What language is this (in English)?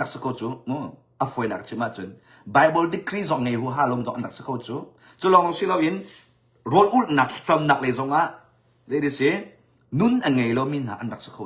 Hakha Chin